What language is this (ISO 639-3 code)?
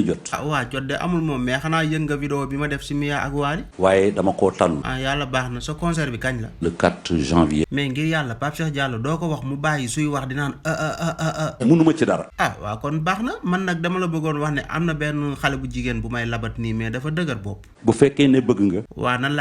wol